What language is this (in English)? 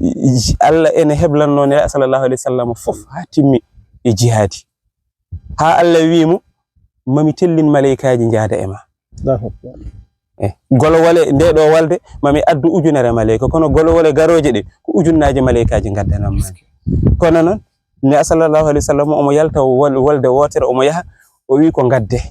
Fula